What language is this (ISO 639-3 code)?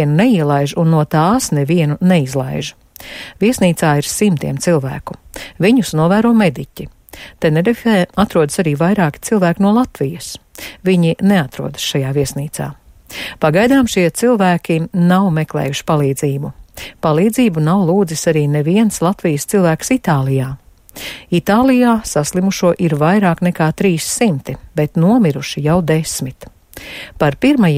lav